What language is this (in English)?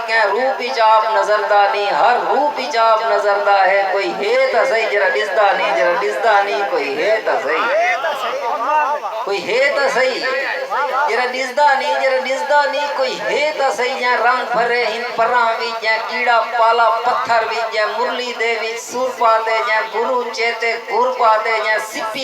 Saraiki